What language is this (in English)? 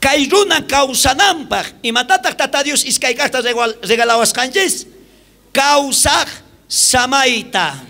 South Bolivian Quechua